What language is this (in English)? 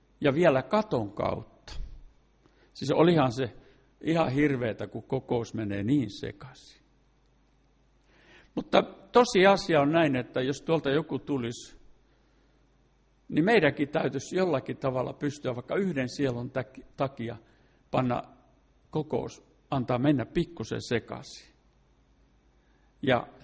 Finnish